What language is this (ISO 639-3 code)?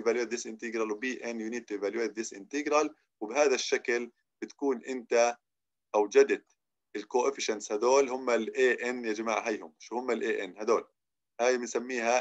ajp